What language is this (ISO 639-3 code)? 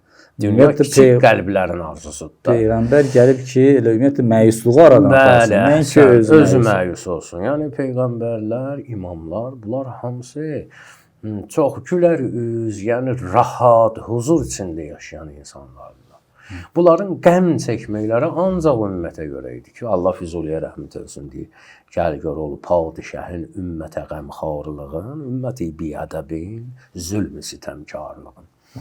aze